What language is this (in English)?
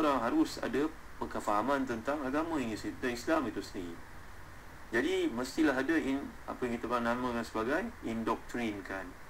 Malay